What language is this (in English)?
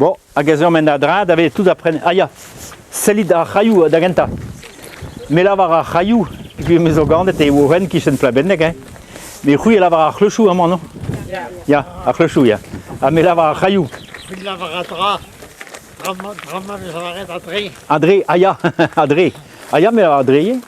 Breton